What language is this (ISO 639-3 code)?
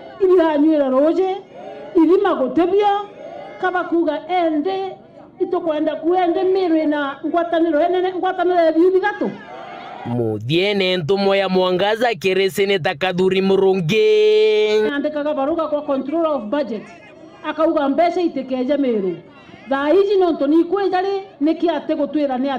mer